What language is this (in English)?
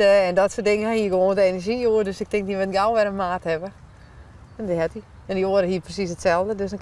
Western Frisian